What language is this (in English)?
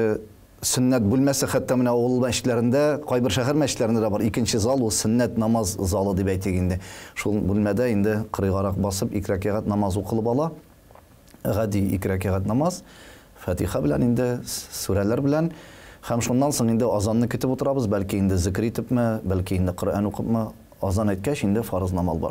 Tatar